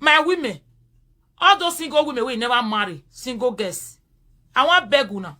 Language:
Nigerian Pidgin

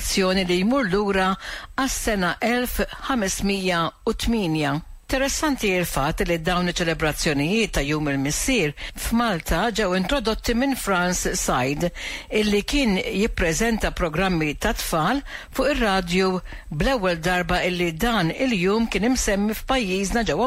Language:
Maltese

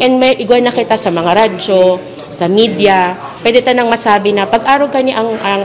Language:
Bikol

